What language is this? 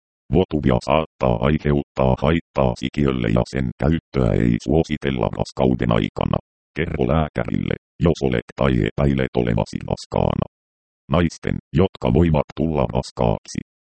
Finnish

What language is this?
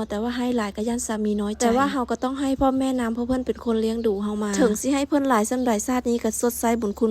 Lao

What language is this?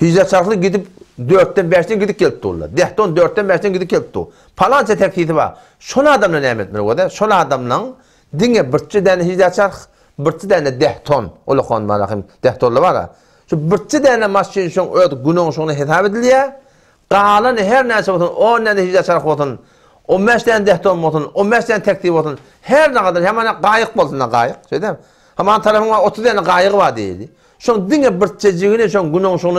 Turkmen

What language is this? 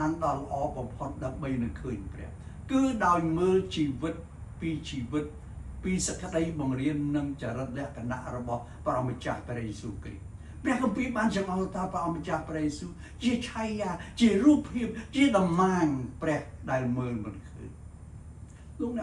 Khmer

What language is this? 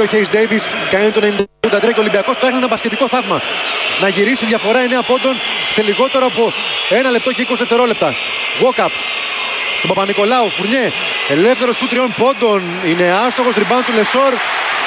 Greek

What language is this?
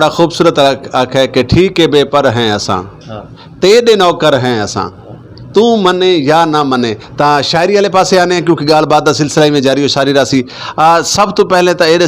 Western Panjabi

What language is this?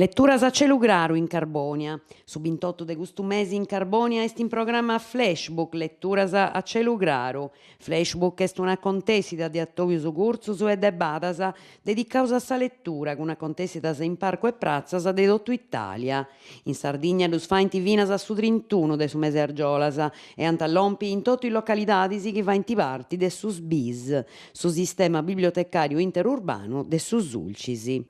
Sardinian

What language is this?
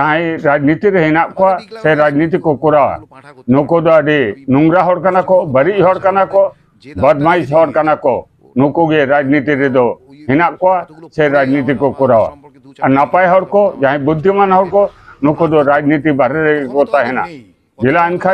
Santali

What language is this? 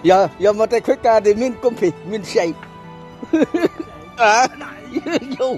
Central Mnong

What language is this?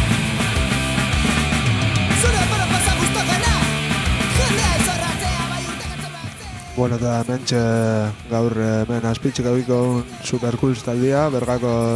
Basque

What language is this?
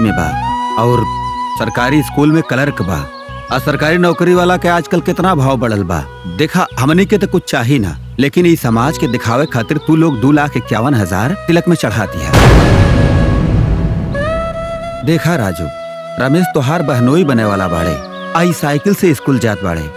Bhojpuri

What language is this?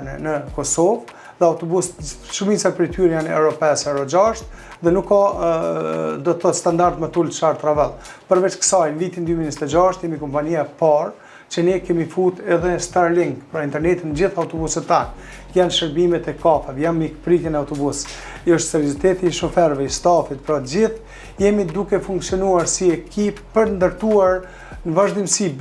Albanian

